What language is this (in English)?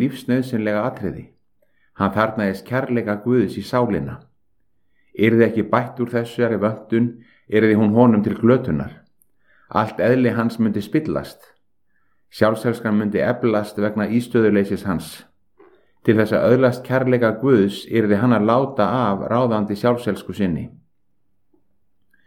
Icelandic